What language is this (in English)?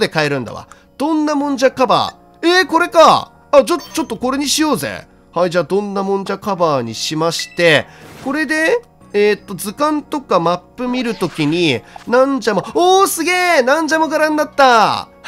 Japanese